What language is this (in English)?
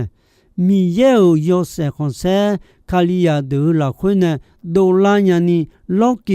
Akha